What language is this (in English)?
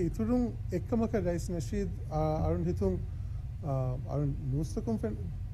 Divehi